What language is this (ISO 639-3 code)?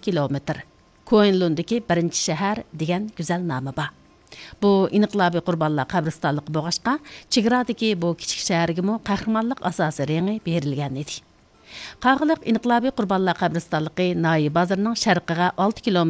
uig